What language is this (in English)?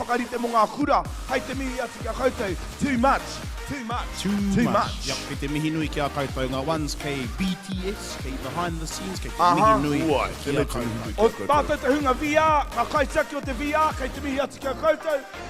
Māori